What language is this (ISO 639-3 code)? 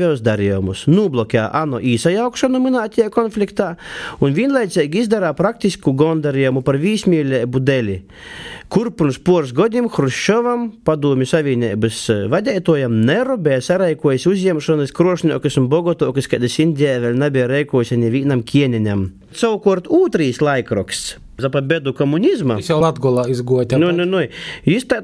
lav